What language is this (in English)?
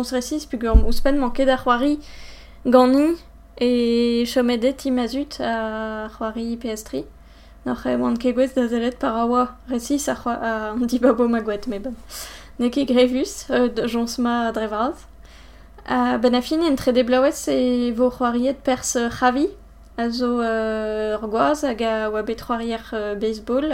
Breton